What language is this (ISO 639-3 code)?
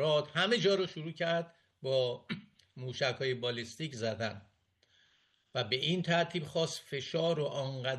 fas